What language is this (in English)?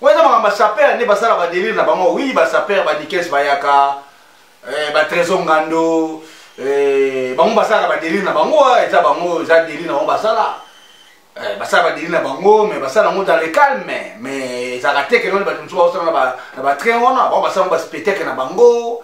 Lingala